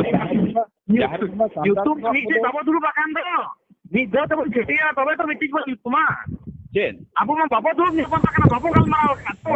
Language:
Santali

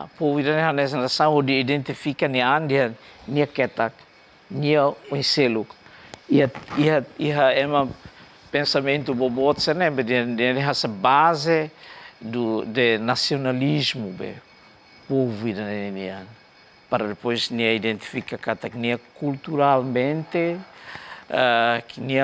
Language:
Tetum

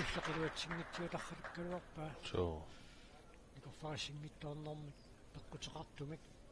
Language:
Kalaallisut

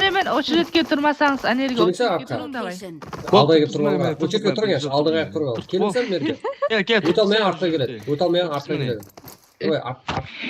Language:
Kara-Kalpak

